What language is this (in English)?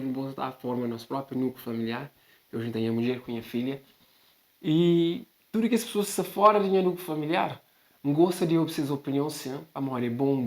Kabuverdianu